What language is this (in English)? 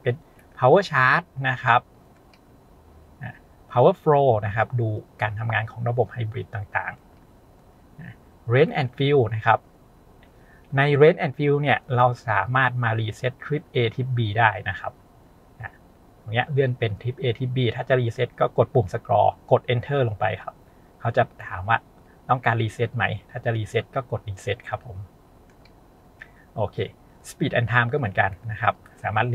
Thai